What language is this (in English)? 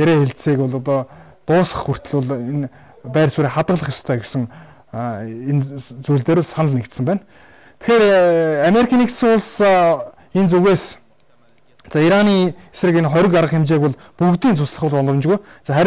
Mongolian